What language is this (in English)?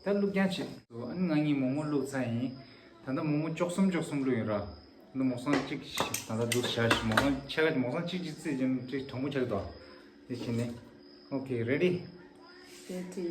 Tibetan